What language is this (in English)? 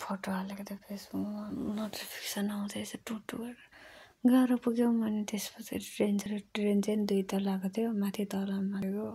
Nepali